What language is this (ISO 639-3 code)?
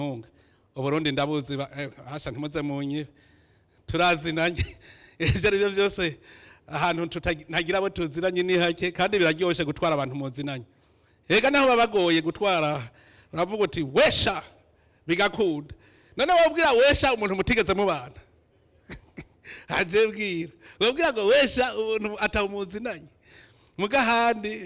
run